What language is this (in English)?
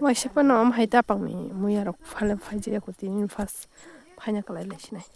Kok Borok